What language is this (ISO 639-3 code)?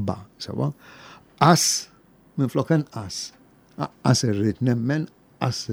mlt